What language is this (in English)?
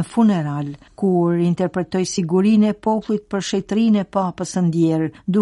Albanian